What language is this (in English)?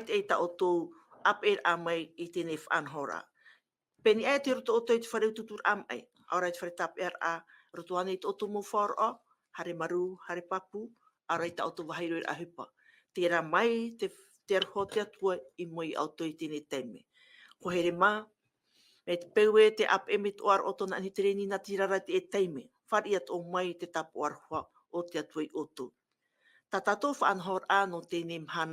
Tahitian